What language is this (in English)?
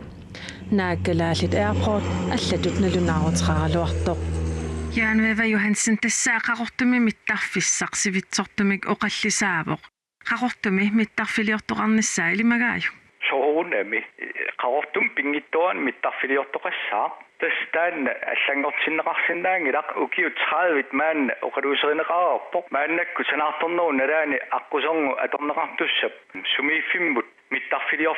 Kalaallisut